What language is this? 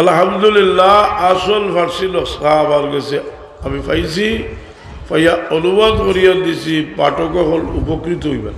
Sylheti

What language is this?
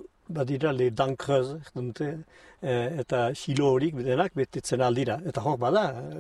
Basque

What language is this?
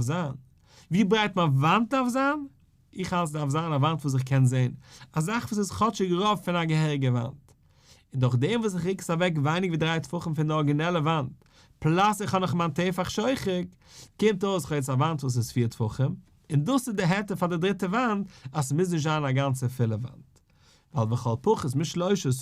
Yiddish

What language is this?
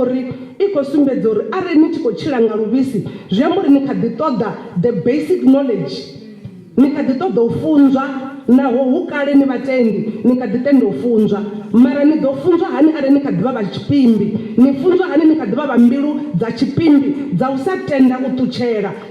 Venda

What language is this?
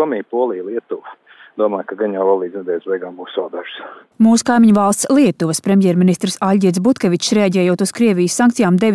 Latvian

